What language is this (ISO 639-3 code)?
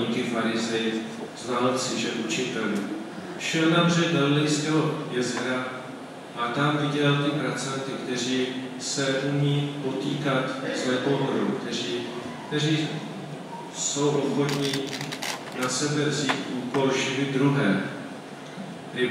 ces